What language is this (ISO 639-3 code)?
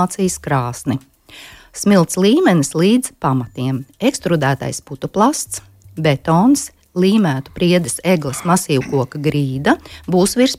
lav